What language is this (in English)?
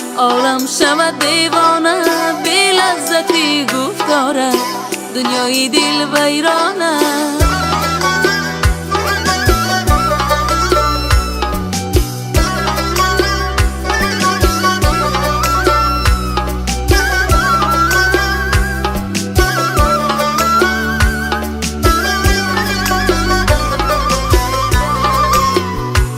Persian